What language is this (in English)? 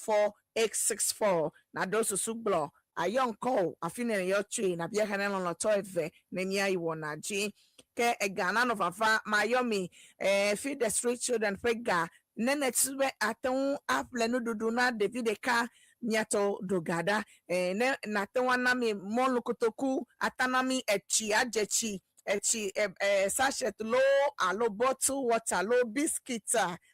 Ewe